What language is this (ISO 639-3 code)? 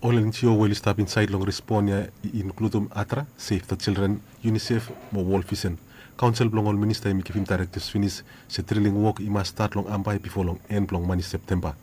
bis